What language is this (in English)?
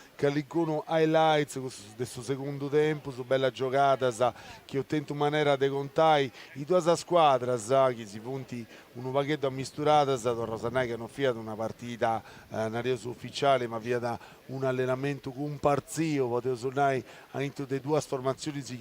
Sardinian